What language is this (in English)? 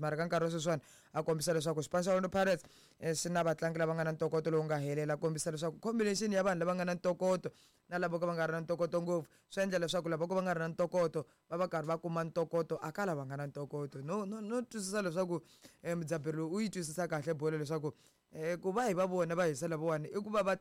Tsonga